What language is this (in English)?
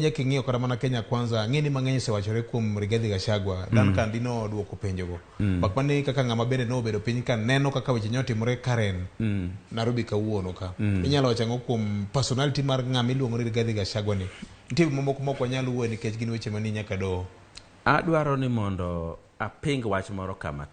Luo (Kenya and Tanzania)